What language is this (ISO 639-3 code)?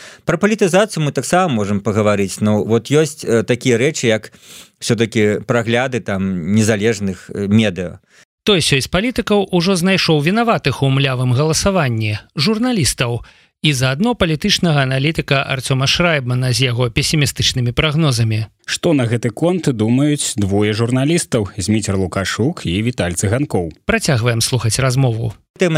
bel